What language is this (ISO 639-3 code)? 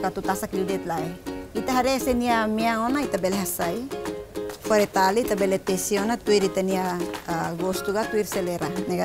tet